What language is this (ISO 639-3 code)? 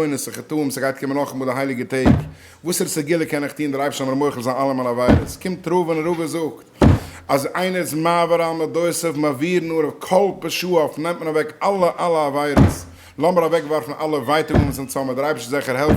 yid